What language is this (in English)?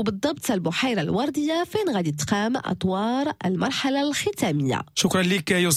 Moroccan Arabic